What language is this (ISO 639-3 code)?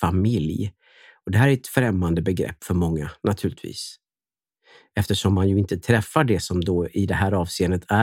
swe